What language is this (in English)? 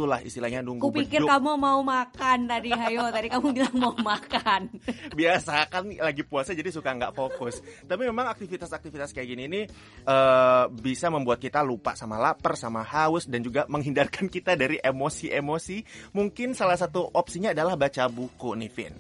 Indonesian